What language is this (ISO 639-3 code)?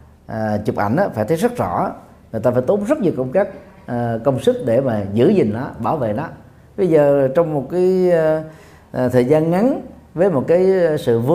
vie